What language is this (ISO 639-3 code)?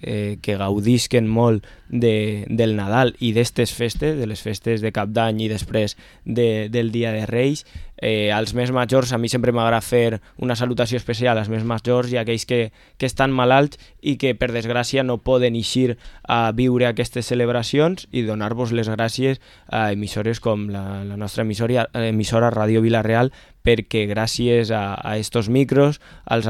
cat